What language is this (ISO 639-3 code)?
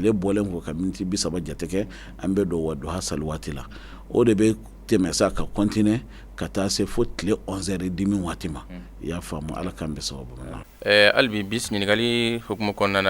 bam